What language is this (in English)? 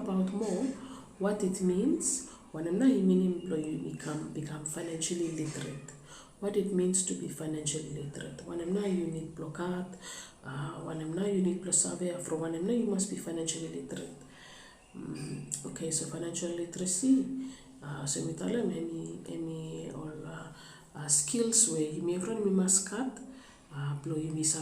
Bislama